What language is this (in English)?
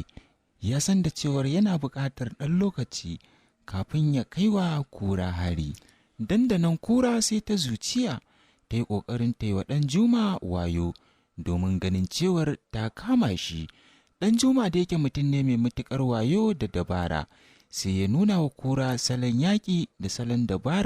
Hausa